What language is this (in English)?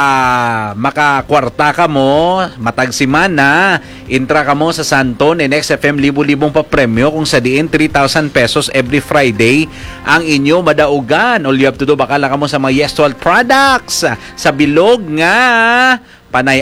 Hiligaynon